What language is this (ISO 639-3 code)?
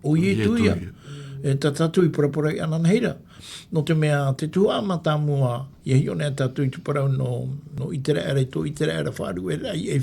tah